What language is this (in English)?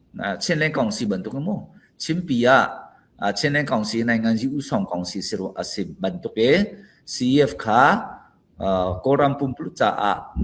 Falam Chin